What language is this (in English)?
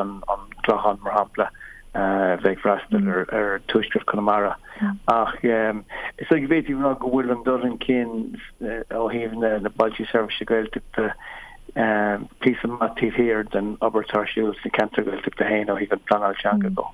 Irish